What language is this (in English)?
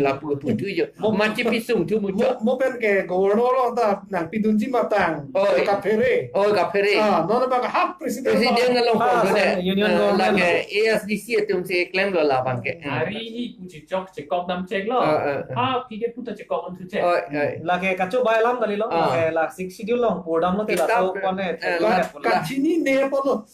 Karbi